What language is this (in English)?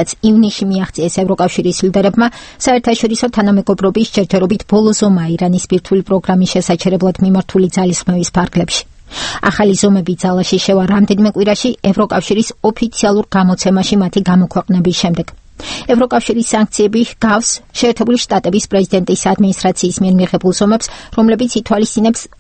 Georgian